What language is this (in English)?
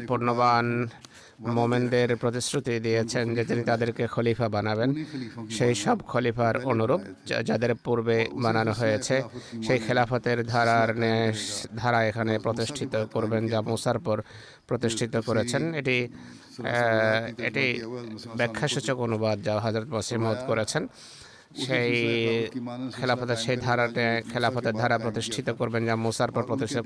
Bangla